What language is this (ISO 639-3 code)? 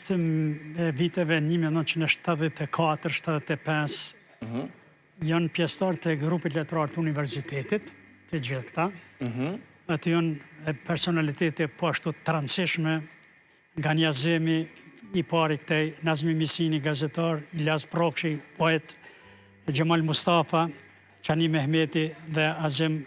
sqi